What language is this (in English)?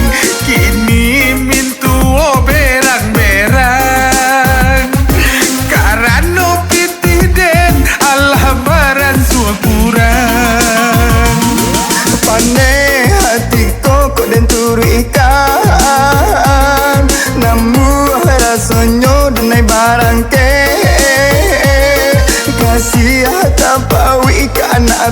Minangkabau